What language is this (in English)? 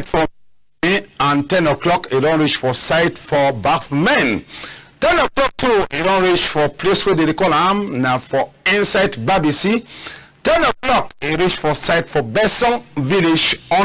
Cameroon Pidgin